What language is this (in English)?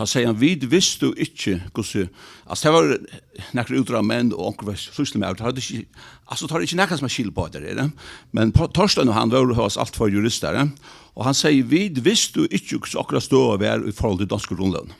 Faroese